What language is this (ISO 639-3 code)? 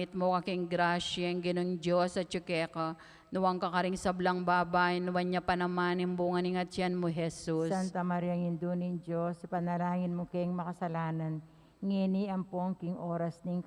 pam